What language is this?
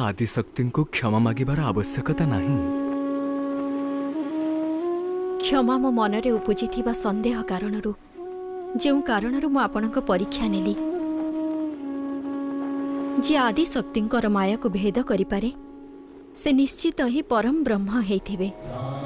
Odia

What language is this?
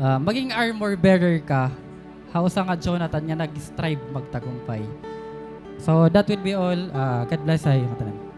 Waray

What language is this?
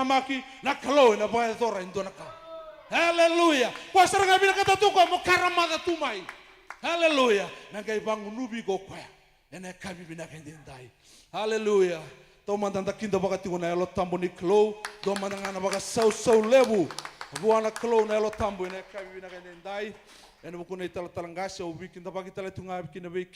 Fijian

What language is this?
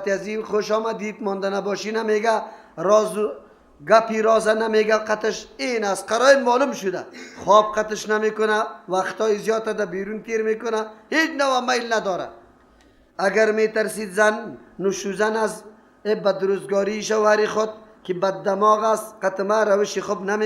Persian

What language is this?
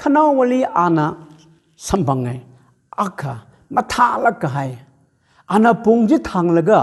Tangkhul Naga (India)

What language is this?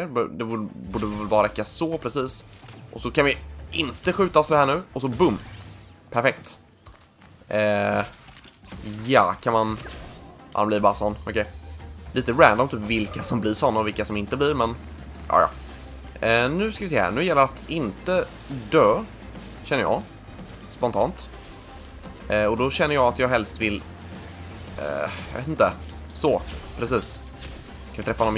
Swedish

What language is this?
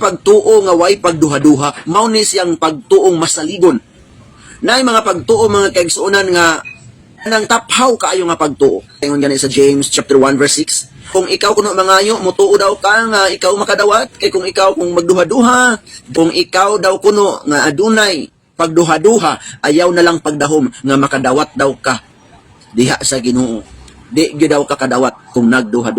Cebuano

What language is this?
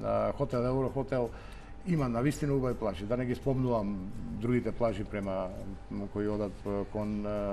Macedonian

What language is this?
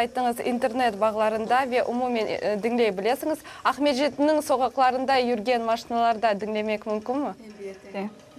Crimean Tatar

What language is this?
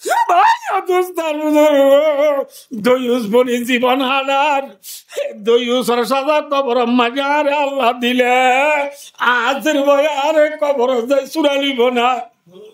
Rohingya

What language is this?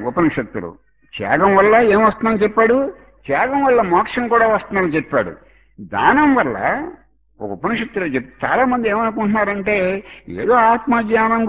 Telugu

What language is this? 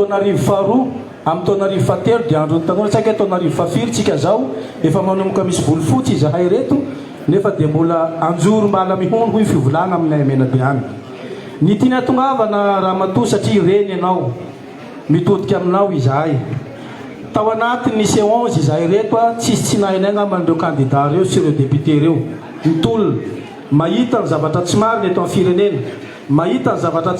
Malagasy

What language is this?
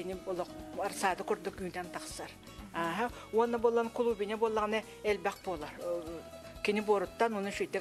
Yakut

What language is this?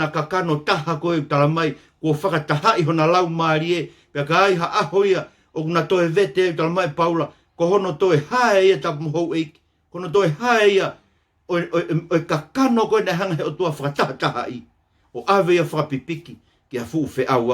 Tongan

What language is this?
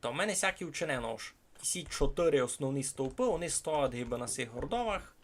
Rusyn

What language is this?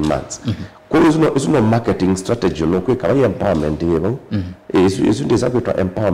Kamba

